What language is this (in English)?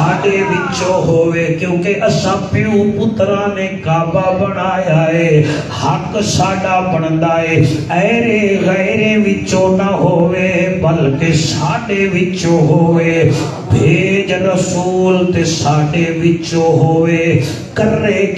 Saraiki